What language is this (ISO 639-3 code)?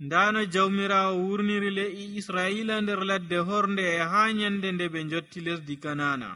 fuv